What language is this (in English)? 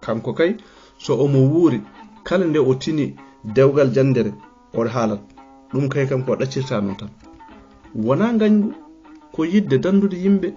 Fula